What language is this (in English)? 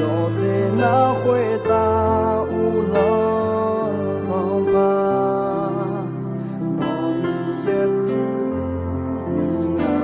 Akha